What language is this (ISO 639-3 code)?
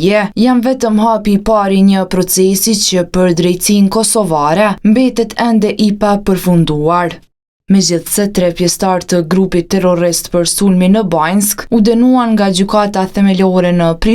sqi